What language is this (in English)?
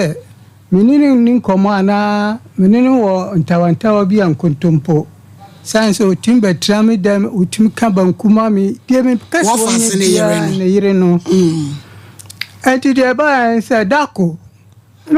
Akan